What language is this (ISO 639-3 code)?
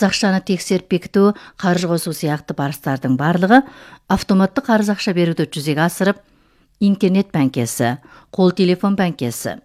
kaz